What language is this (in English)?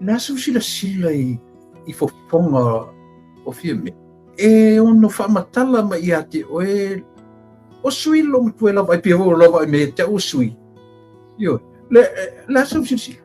Samoan